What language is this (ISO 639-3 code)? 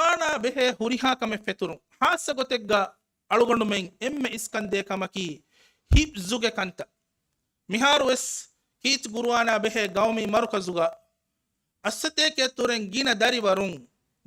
div